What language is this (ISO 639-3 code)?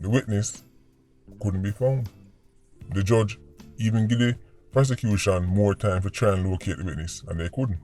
jam